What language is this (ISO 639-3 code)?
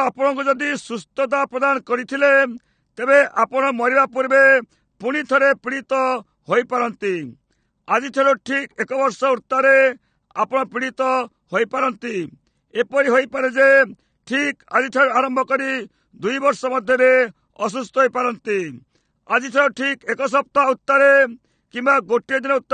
ori